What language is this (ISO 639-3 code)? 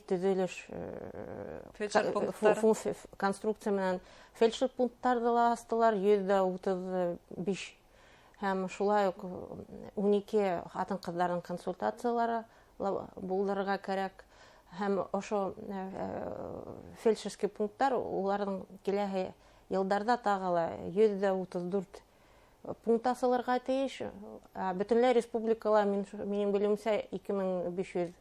bak